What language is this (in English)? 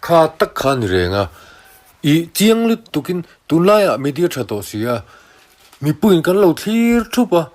Mizo